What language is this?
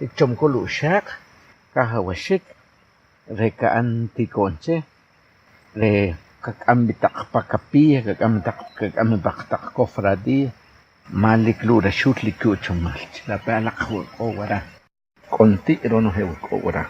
Achi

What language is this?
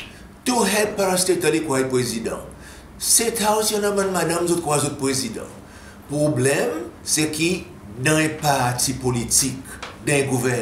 Seselwa Creole French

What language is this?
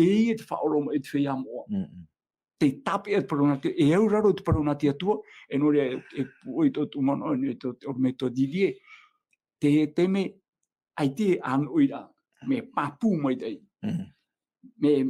Tahitian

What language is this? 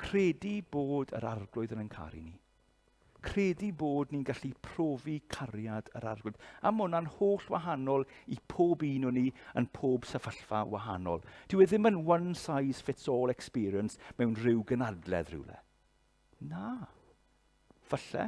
Welsh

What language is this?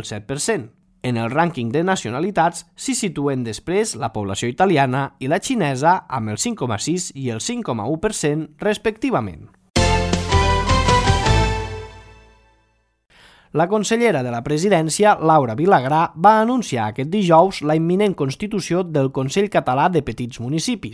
Catalan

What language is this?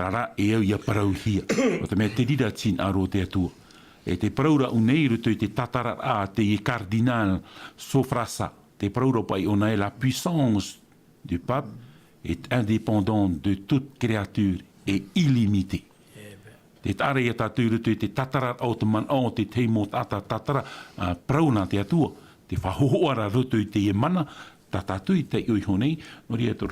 Tahitian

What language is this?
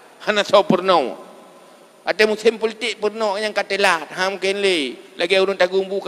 Achinese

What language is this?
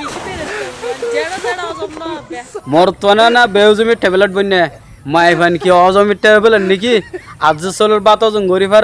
Rohingya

